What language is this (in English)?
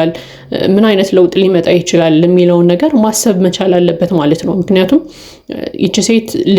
Amharic